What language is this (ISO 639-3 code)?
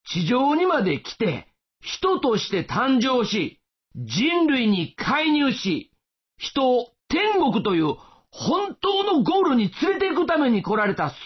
jpn